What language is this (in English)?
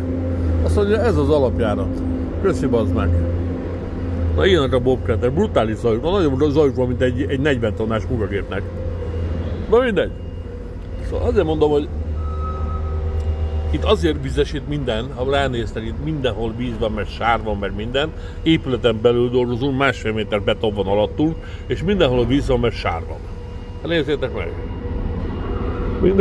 Hungarian